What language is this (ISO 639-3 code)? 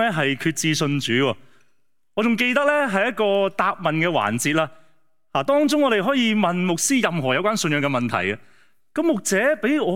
yue